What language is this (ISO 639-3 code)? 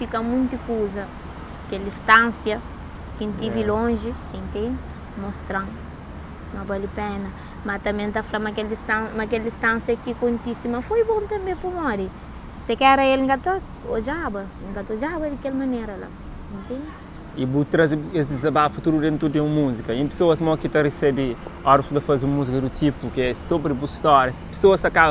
kea